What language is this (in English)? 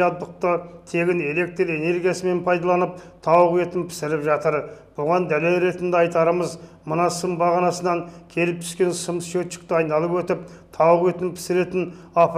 Kazakh